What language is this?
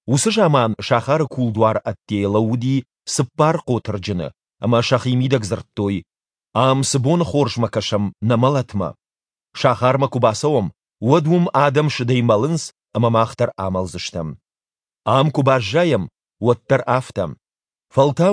Ossetic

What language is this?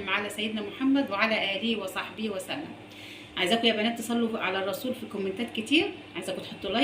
Egyptian Arabic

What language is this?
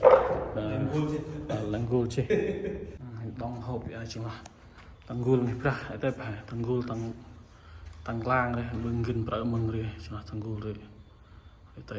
Central Mnong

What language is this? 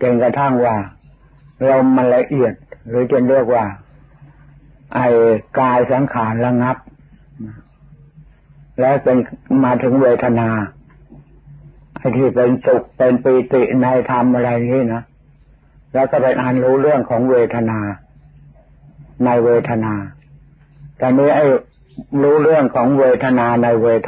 Thai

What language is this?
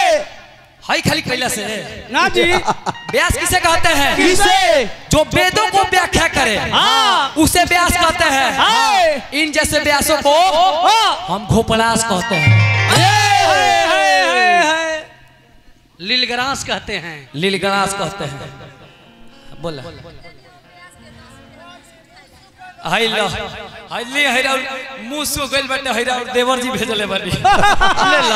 Bhojpuri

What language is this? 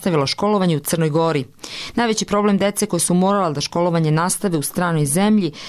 Serbian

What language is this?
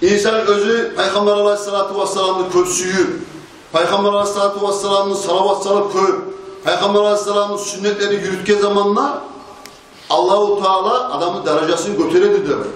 Kumyk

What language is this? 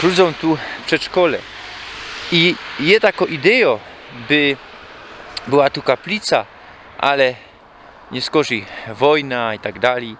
Silesian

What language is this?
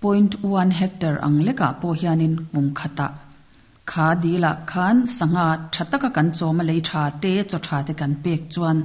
Mizo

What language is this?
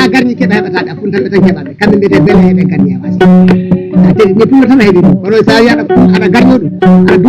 Fula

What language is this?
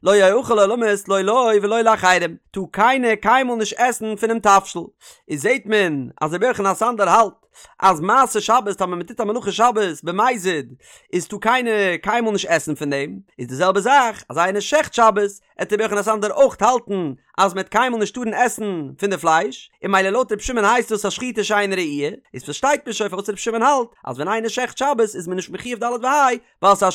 Yiddish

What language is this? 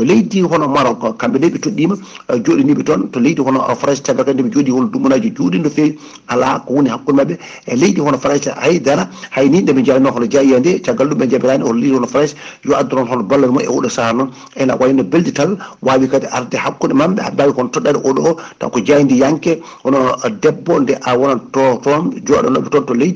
Fula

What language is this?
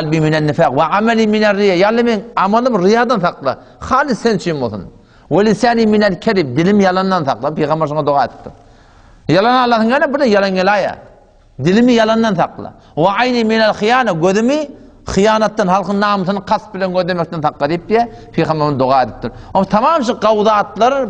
Turkmen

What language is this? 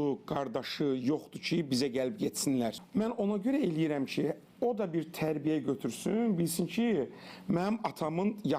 Azerbaijani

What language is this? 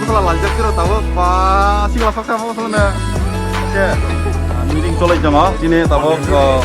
Kok Borok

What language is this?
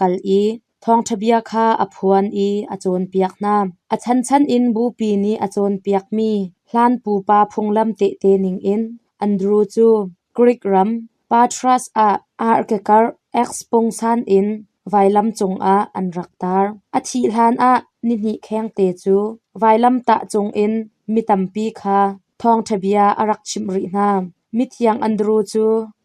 Hakha Chin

